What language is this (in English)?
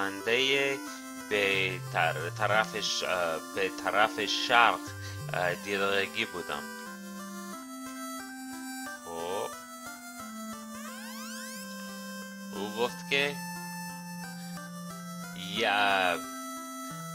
Persian